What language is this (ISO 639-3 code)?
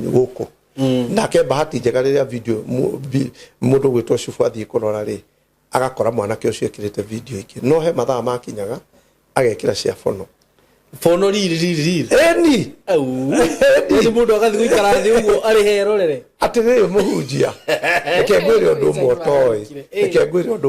kik